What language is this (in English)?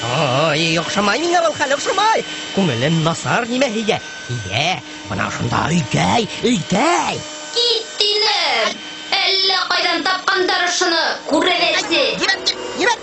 Bashkir